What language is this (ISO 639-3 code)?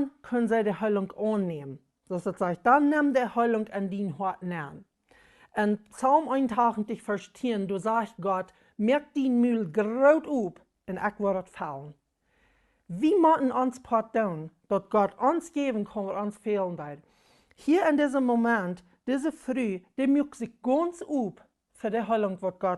pdt